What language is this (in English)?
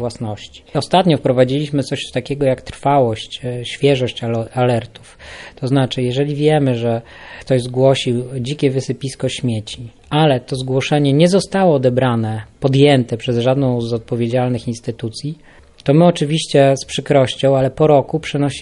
Polish